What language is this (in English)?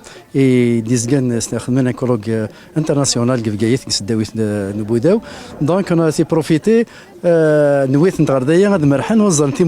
Kabyle